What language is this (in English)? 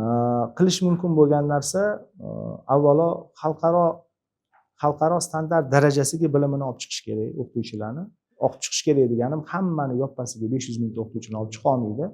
Uzbek